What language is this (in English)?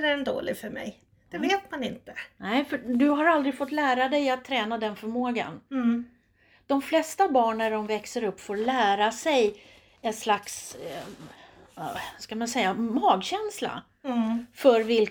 Swedish